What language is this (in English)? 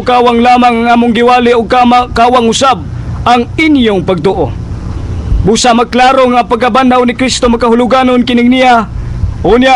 Cebuano